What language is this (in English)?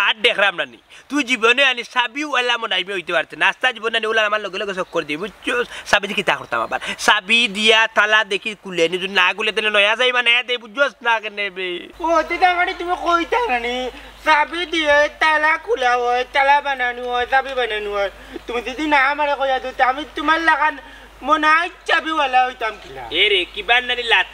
Sylheti